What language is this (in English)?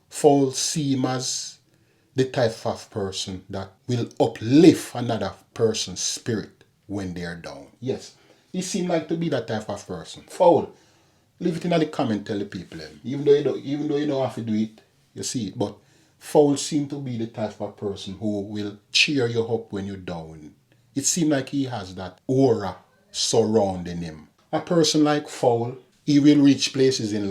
Jamaican Creole English